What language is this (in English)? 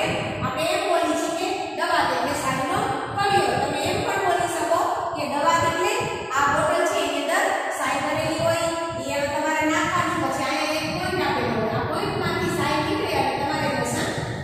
Gujarati